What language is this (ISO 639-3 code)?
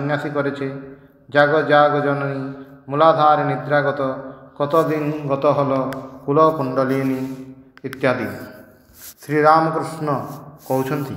ori